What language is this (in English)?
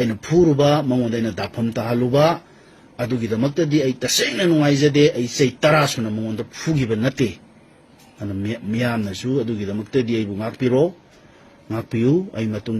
Manipuri